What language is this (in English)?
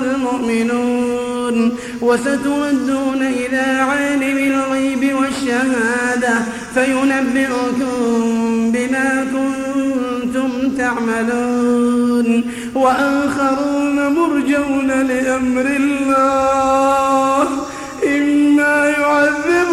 Arabic